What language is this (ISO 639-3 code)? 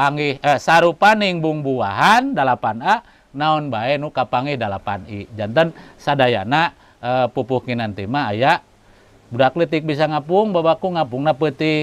sun